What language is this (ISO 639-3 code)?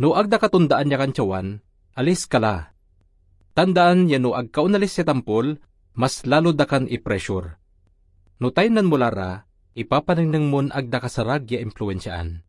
pag